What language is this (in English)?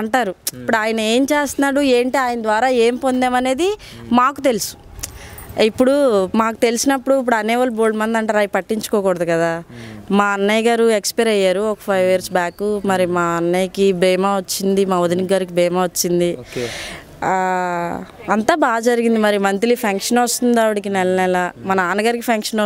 Telugu